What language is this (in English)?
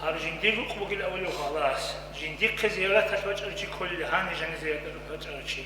Avaric